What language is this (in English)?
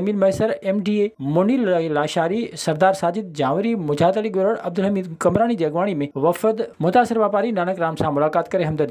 Sindhi